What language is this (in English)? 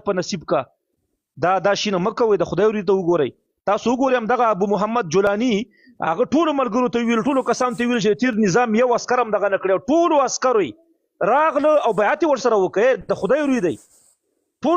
Pashto